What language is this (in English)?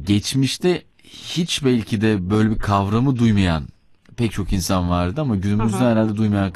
Turkish